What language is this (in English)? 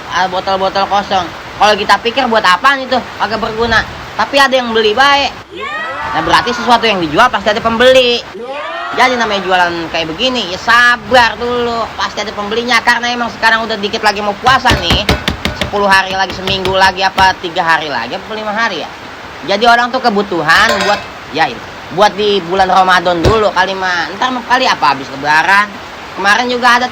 Betawi